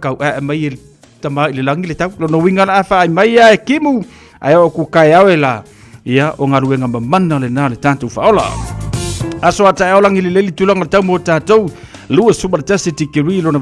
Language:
Samoan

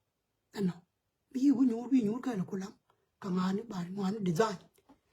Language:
Nuer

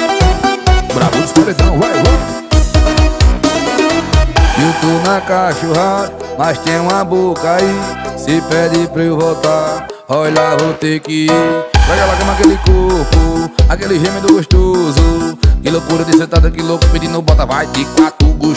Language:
Portuguese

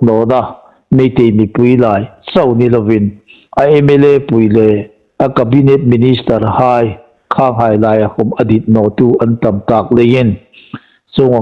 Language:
Hmar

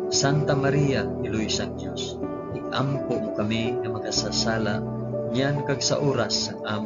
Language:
Hiligaynon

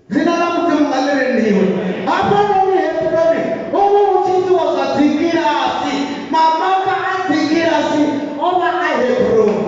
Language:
Venda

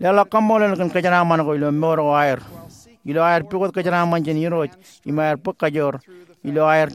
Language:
Marshallese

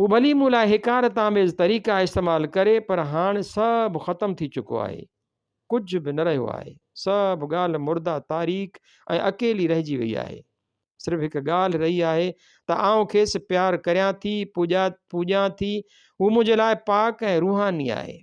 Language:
Sindhi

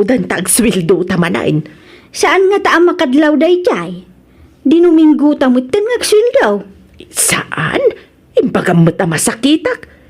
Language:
Iloko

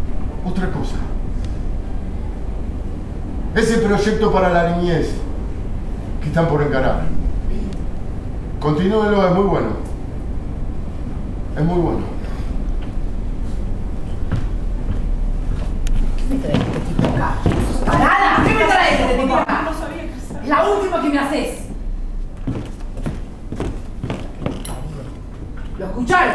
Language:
Spanish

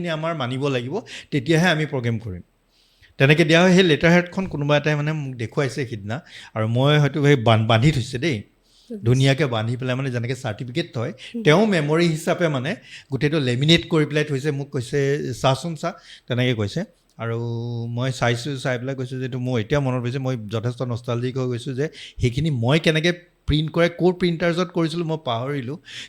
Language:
Assamese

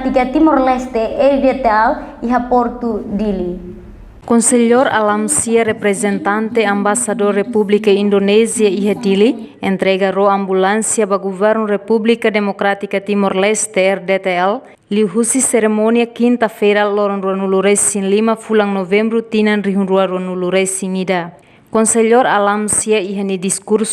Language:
Tetum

